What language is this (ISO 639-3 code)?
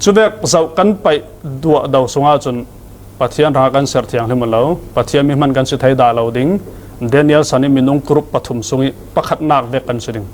cfm